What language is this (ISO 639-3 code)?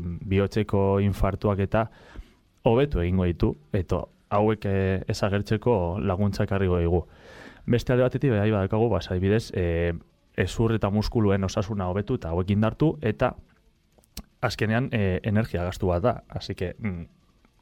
eus